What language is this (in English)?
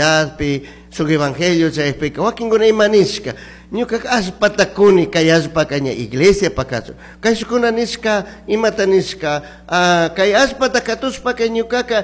Chimborazo Highland Quichua